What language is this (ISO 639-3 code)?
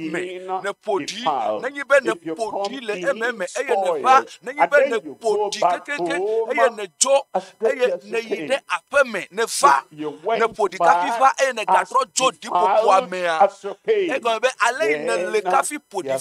ewe